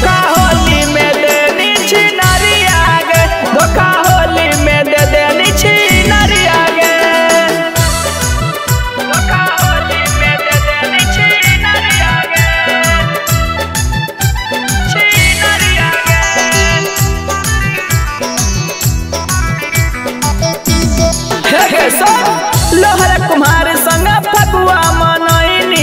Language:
Bhojpuri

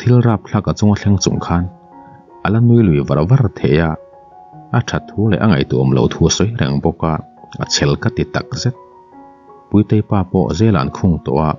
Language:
Mizo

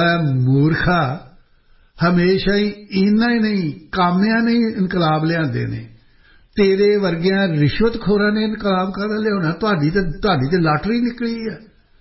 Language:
Punjabi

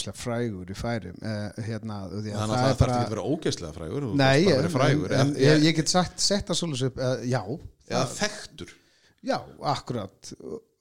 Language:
Icelandic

